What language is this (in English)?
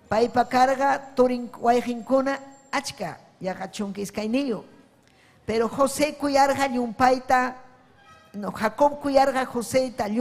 Ayacucho Quechua